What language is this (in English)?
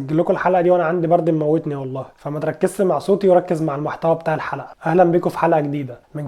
Egyptian Arabic